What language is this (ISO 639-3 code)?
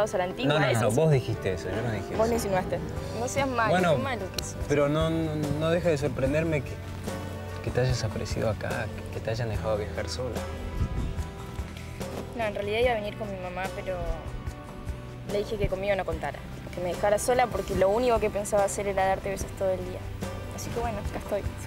spa